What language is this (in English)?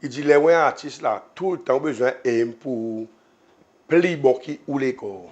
Seselwa Creole French